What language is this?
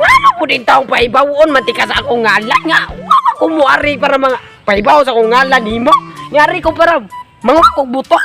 Cebuano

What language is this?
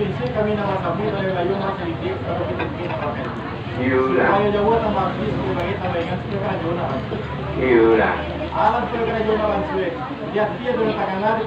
Minangkabau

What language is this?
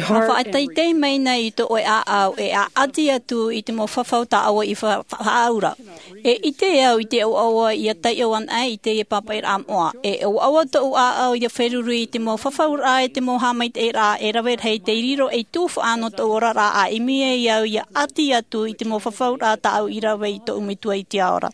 Tahitian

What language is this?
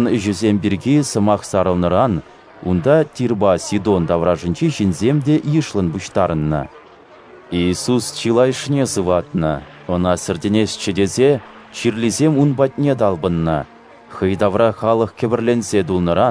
Chuvash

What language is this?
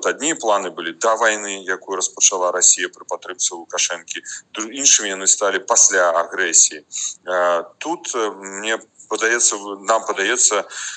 Belarusian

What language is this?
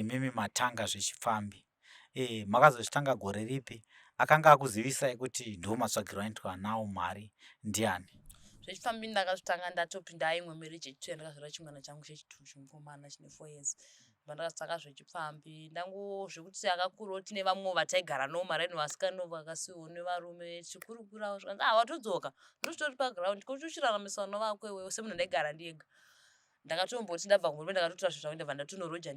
Shona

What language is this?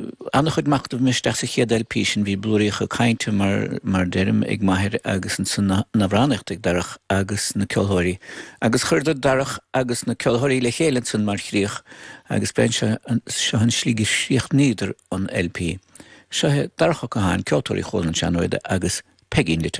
Irish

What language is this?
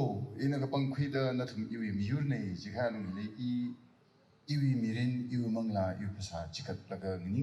Tangkhul Naga (India)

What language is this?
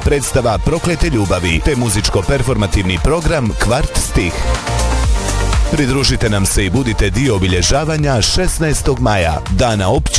Bosnian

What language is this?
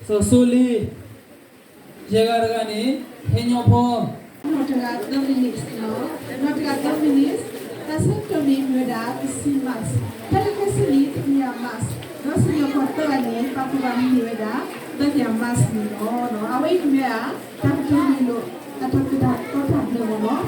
S'gaw Karen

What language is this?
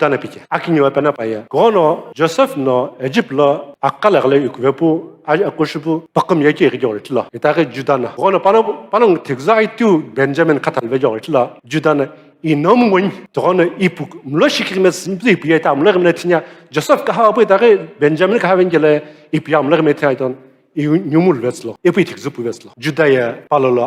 Sumi Naga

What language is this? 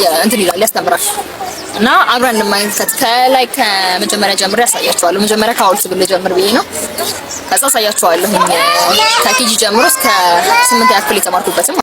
Amharic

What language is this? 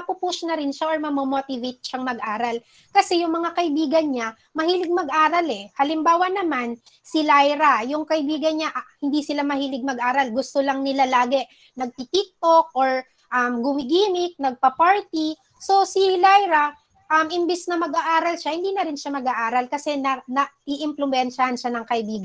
Filipino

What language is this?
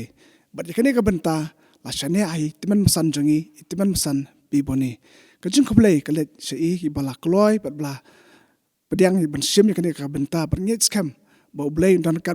Khasi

